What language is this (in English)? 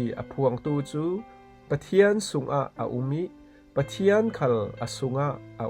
Falam Chin